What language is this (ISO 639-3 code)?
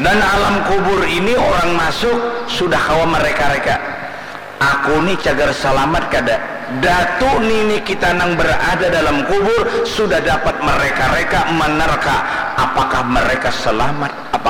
bjn